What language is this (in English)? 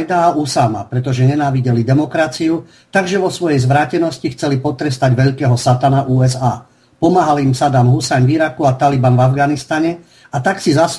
Slovak